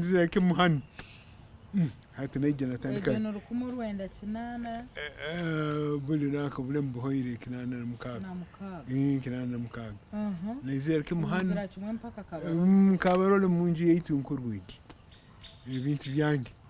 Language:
Nyankole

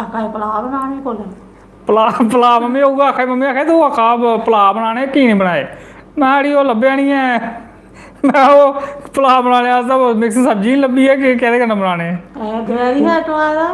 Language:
Dogri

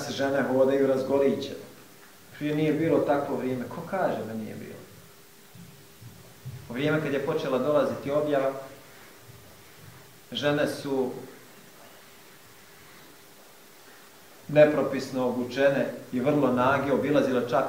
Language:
Bosnian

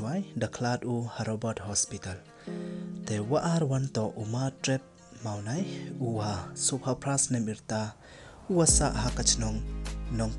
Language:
Pnar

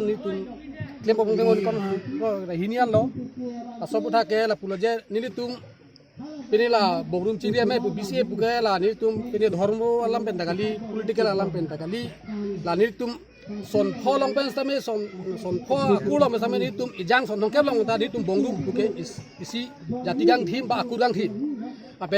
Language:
Karbi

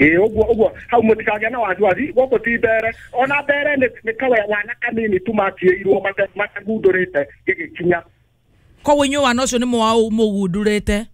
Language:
Kikuyu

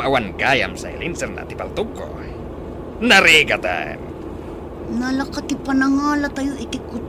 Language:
Iloko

